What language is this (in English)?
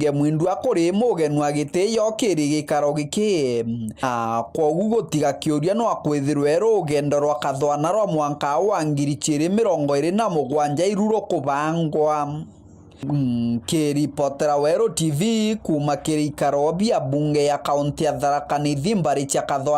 Meru